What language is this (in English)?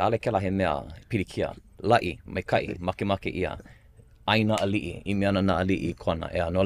Hawaiian